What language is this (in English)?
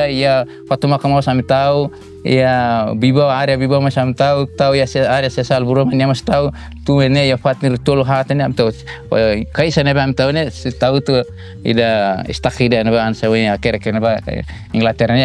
Tetum